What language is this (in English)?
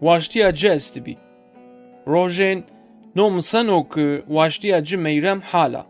Zaza